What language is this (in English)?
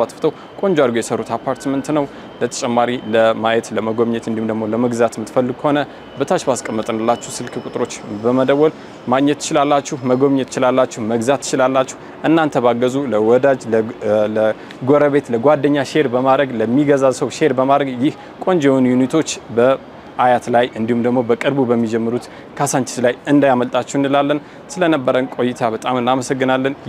Amharic